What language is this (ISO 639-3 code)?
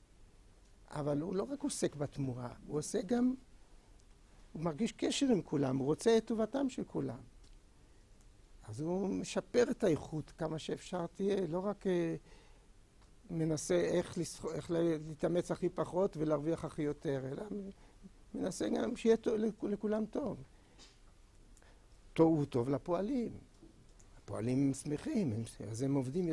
heb